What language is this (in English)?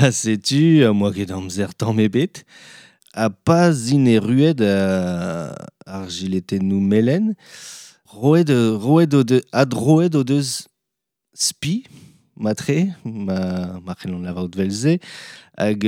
Breton